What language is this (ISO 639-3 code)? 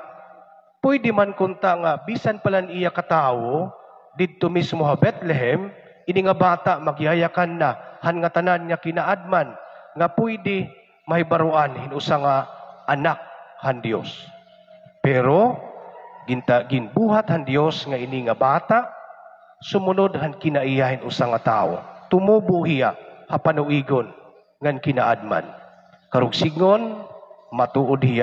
war